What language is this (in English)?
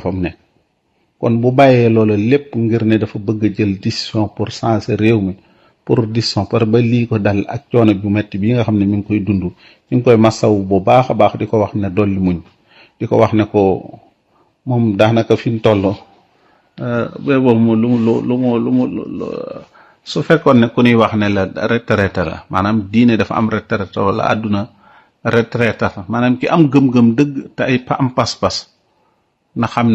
Wolof